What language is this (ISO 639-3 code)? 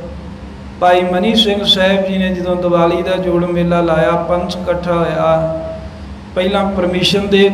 pan